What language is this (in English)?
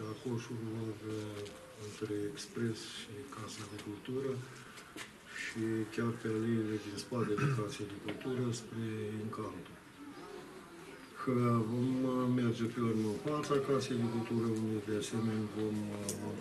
Romanian